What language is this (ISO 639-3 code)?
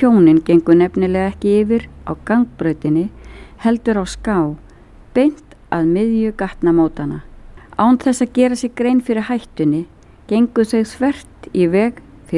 isl